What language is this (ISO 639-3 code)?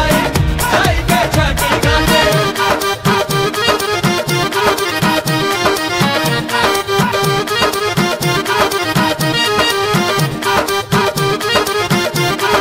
bho